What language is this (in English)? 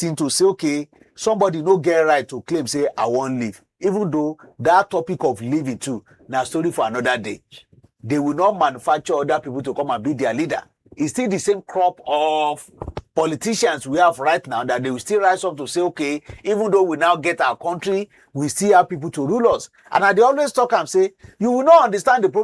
Nigerian Pidgin